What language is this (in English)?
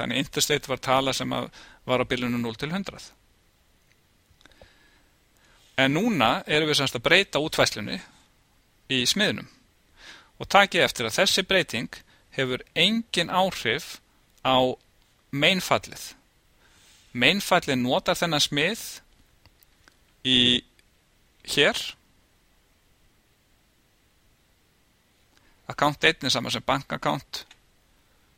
Icelandic